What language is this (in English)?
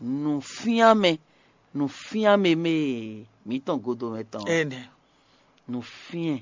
Fon